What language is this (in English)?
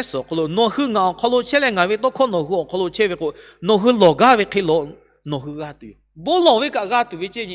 Lahu